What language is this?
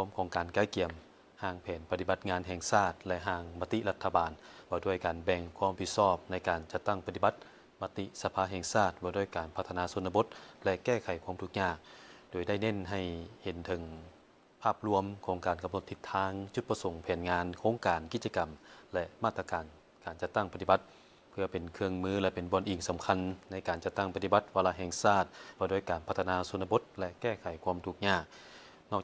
Lao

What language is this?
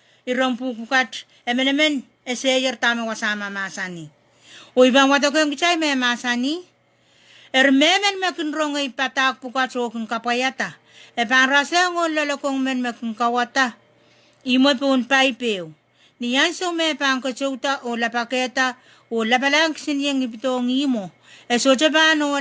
Pohnpeian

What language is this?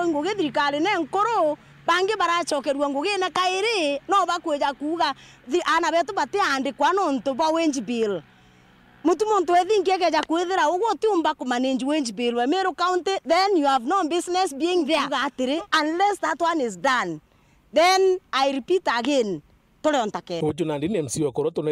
Meru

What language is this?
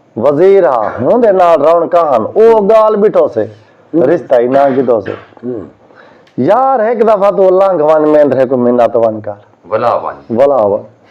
Saraiki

